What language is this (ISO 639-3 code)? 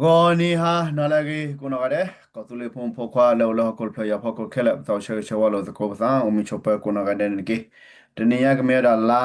ksw